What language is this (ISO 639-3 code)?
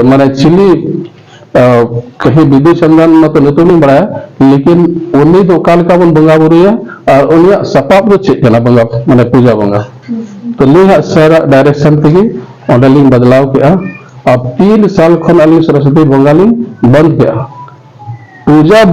sat